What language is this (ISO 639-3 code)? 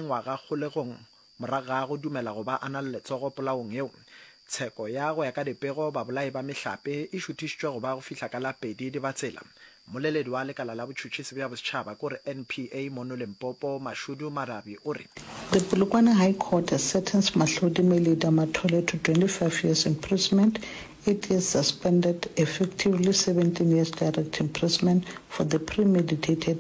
nso